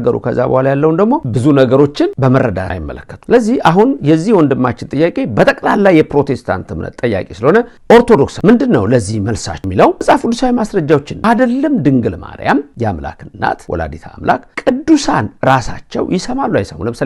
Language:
Amharic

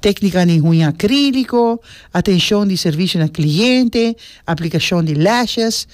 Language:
Papiamento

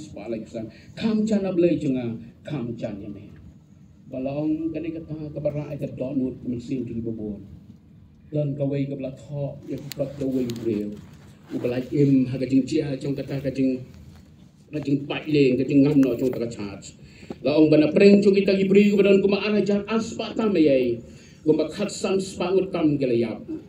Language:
Khasi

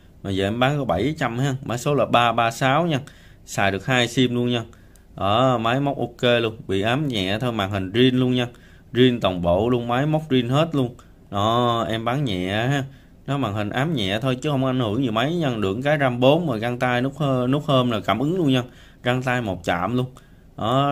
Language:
Vietnamese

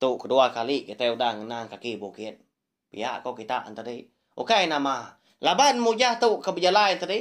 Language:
Iban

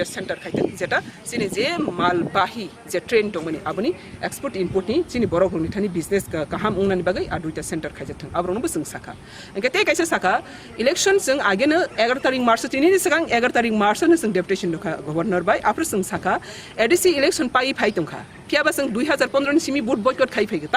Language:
Kok Borok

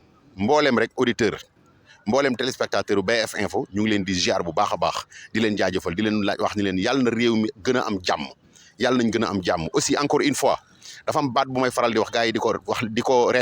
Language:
Wolof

